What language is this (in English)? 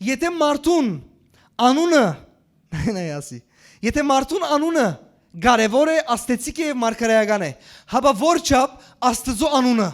Western Armenian